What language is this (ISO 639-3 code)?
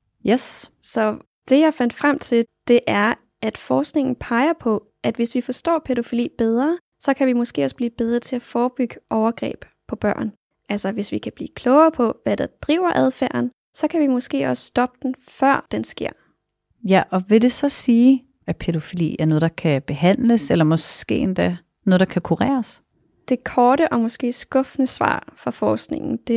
dan